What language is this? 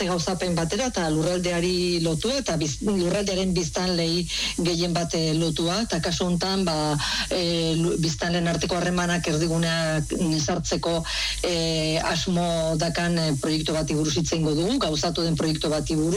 Basque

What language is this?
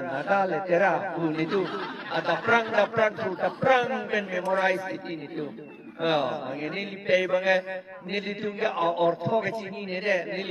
Karbi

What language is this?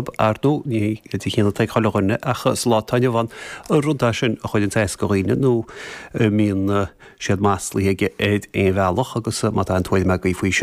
Irish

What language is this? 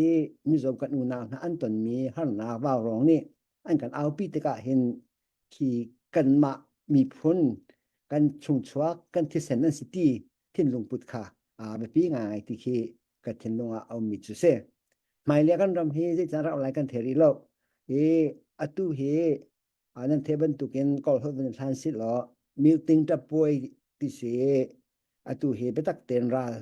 Hakha Chin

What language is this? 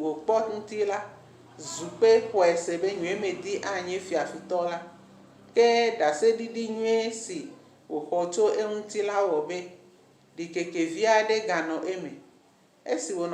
Ewe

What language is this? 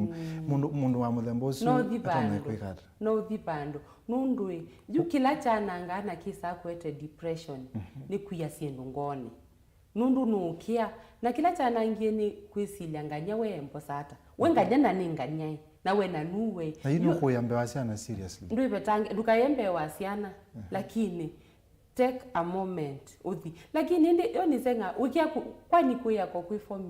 Kamba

